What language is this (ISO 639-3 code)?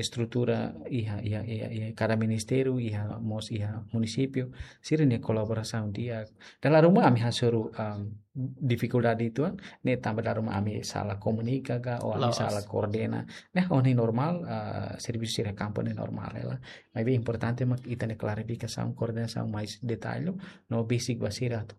tet